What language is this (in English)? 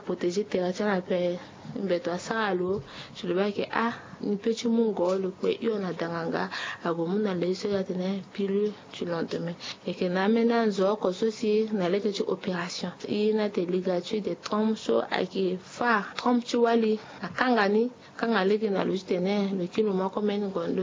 Sango